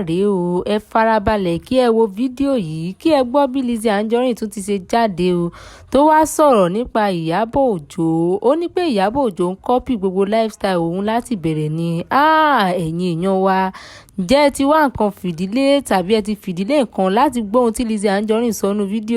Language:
Yoruba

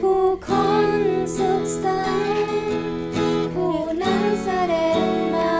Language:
Lahu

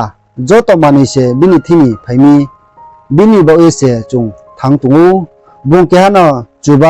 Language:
Riang (India)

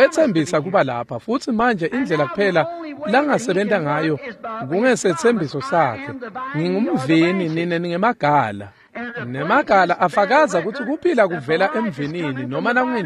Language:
Swati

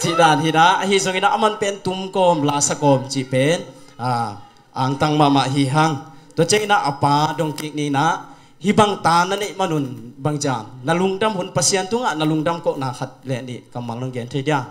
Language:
Tedim Chin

